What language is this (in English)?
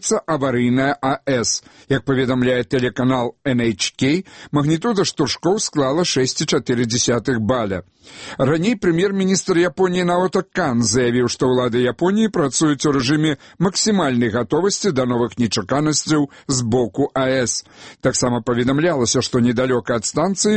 Belarusian